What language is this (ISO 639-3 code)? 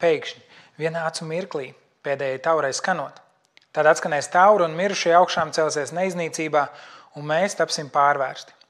lav